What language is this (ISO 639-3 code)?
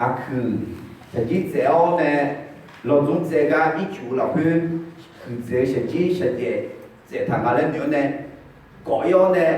ahk